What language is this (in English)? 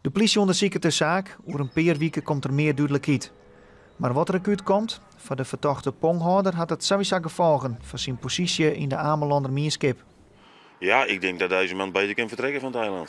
Western Frisian